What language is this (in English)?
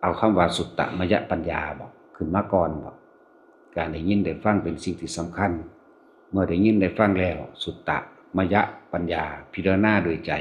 Northeastern Thai